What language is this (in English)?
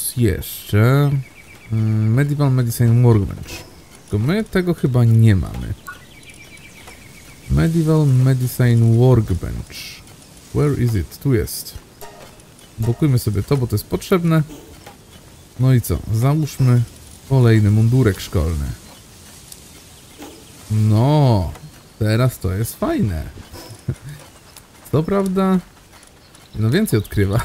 Polish